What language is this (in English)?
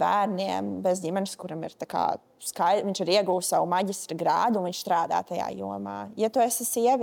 Latvian